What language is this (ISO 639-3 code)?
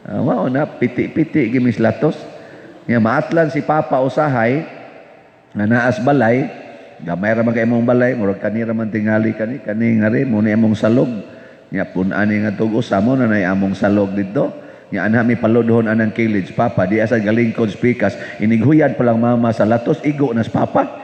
ceb